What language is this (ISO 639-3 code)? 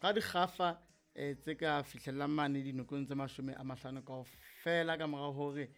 sot